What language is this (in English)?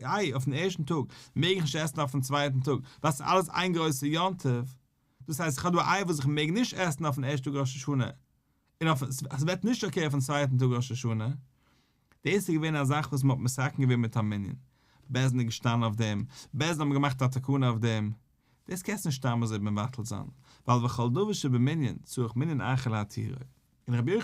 Yiddish